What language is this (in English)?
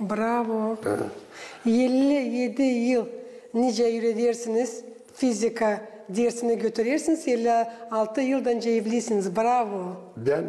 Gagauz